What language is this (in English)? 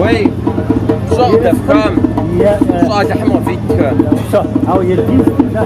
Kabardian